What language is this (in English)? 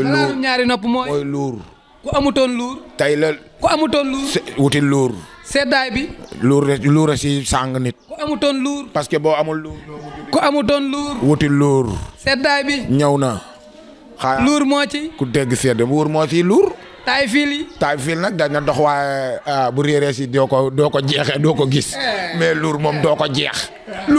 Wolof